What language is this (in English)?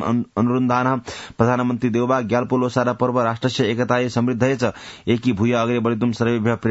Sanskrit